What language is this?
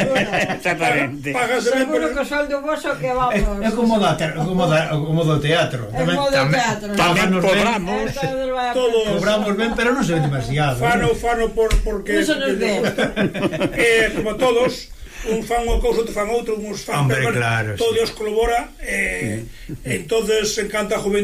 Galician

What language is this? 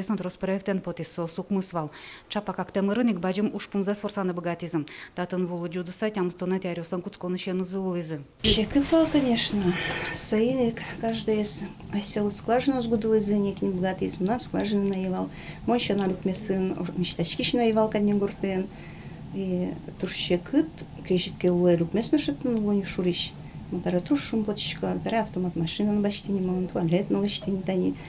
Udmurt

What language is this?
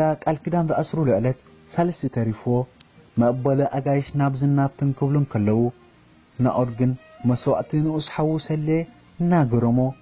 Tigrinya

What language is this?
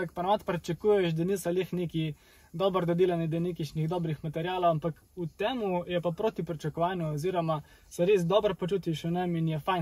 Slovenian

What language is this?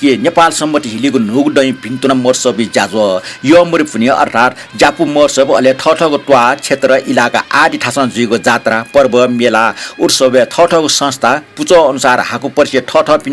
Newari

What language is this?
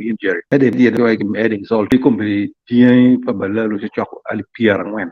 Acoli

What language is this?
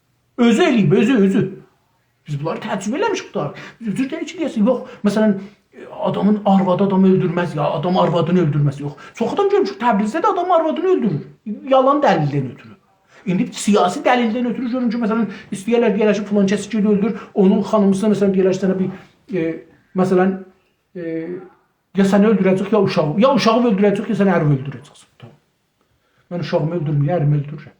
South Azerbaijani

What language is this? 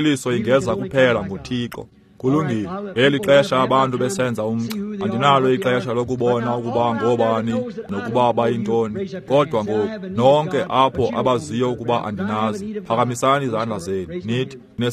Xhosa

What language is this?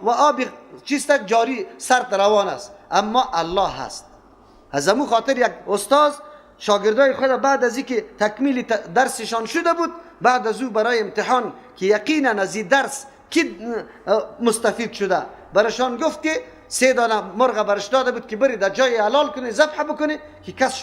Persian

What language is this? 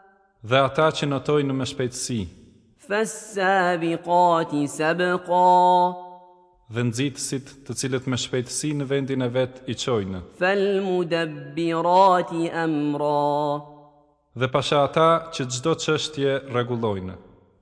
Albanian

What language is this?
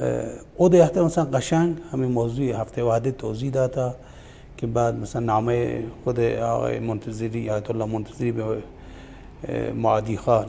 Baluchi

